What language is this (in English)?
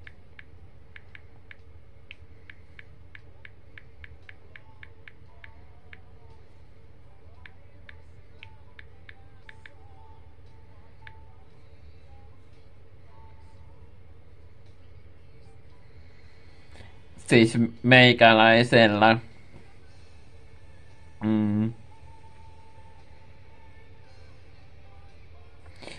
Finnish